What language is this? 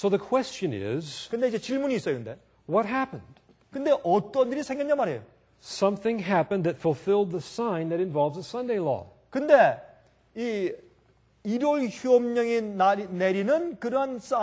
Korean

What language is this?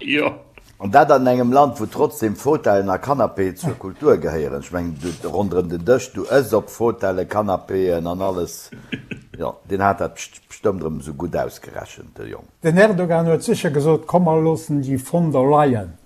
Luxembourgish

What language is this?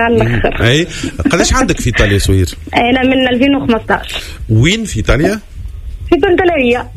Tunisian Arabic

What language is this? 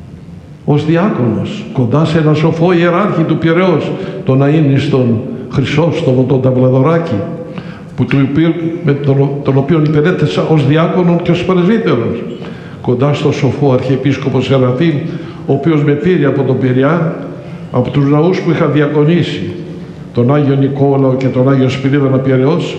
Greek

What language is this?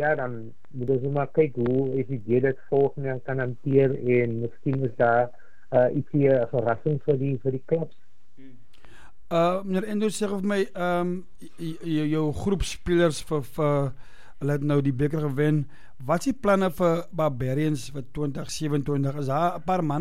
Afrikaans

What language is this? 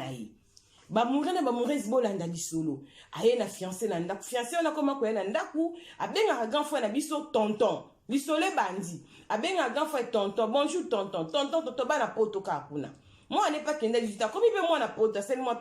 Lingala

